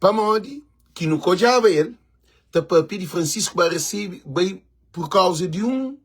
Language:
Kabuverdianu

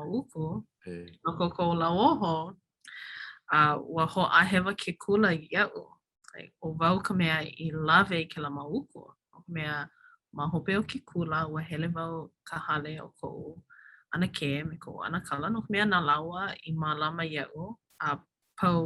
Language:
Hawaiian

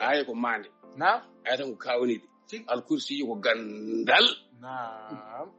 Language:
Fula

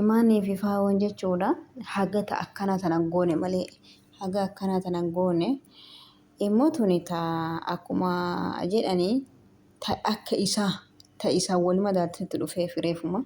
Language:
Oromo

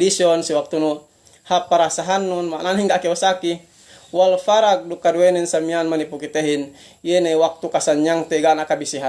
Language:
Yakan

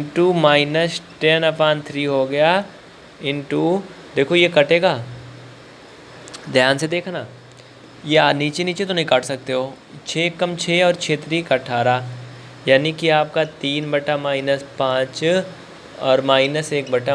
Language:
Hindi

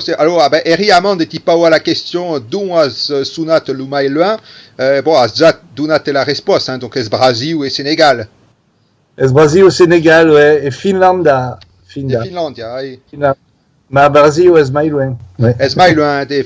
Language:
Occitan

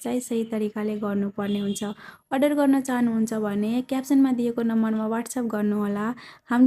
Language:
Nepali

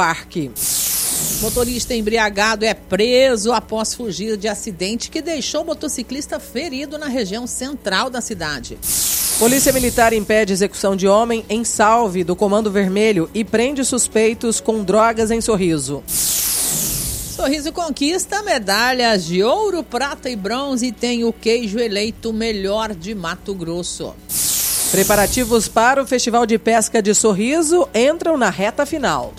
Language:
Portuguese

